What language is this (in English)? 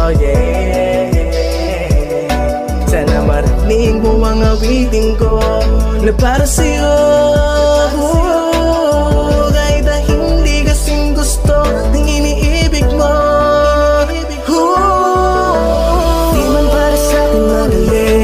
Filipino